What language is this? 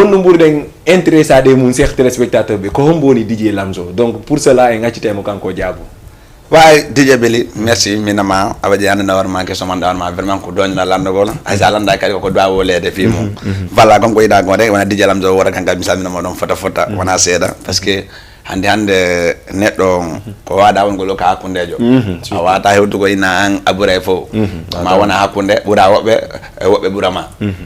Fula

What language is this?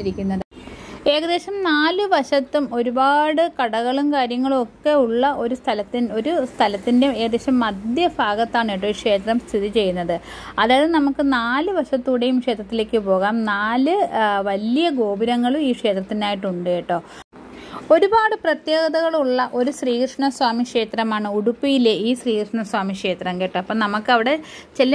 Malayalam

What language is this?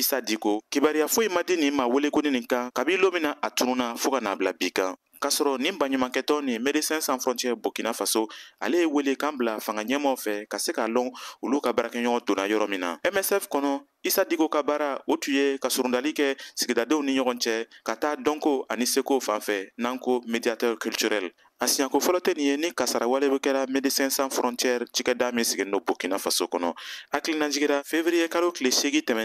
Bambara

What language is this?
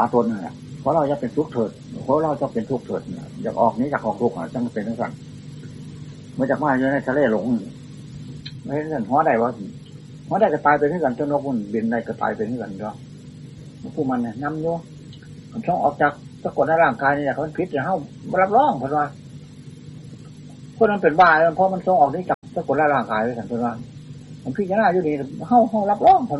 Thai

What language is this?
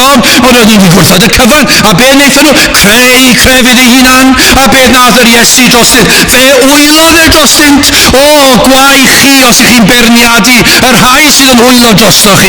Welsh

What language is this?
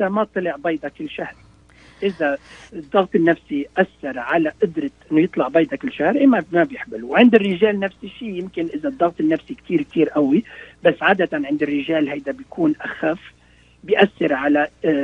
North Levantine Arabic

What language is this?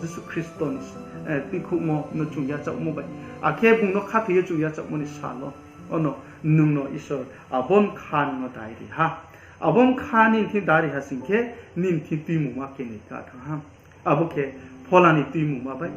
Riang (India)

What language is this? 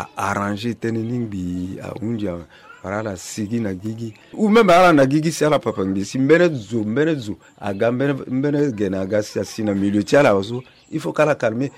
Sango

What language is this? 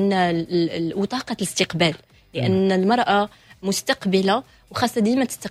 Moroccan Arabic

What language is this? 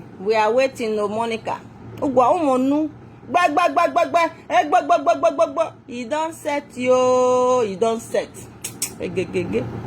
Nigerian Pidgin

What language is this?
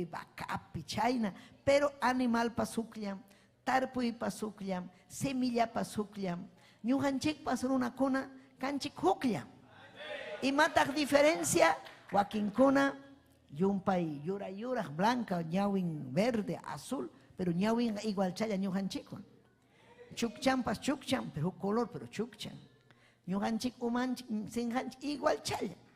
Ayacucho Quechua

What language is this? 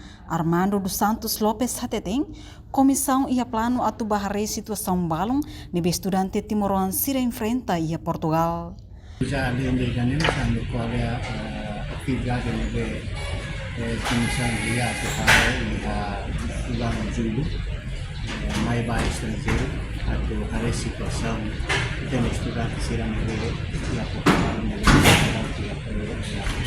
Tetum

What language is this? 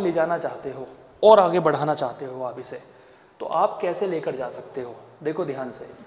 Hindi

